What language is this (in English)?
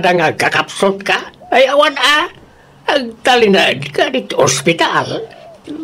Iloko